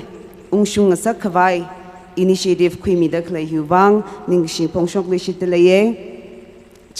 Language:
Tangkhul Naga (India)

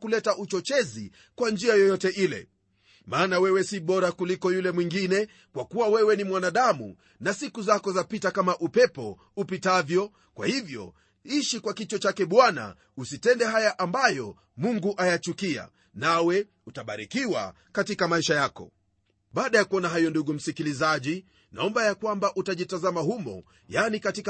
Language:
Swahili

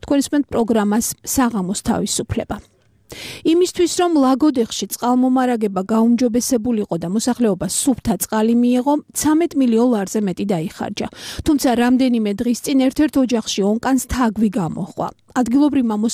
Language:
Georgian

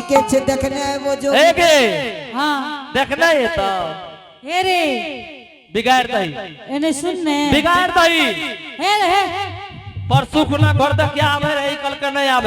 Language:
Angika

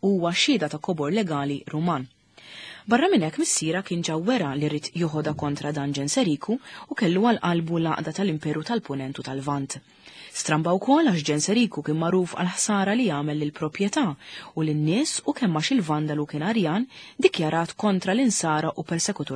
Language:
Maltese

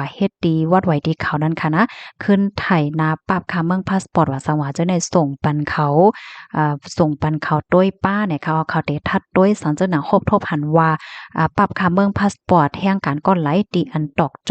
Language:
Shan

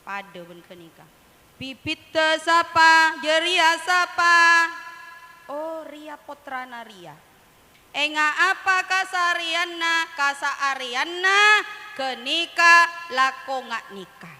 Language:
Madurese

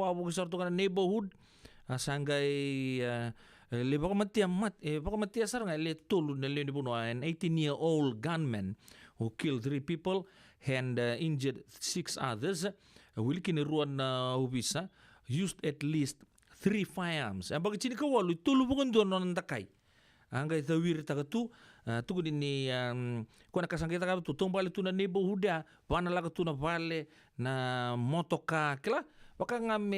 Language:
Fijian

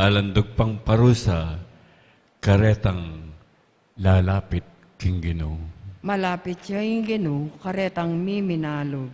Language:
Pampanga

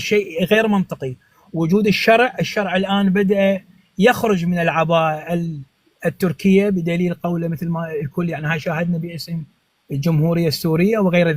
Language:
North Levantine Arabic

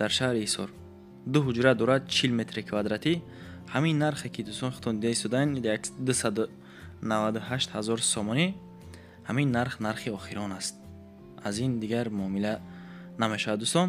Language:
Tajik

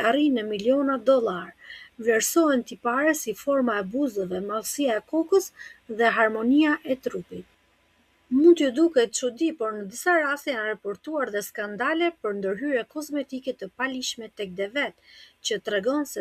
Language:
Albanian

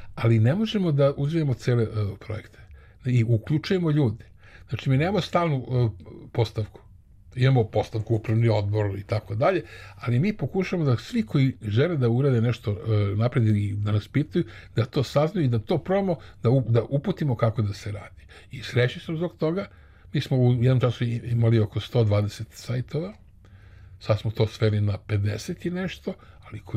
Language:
Serbian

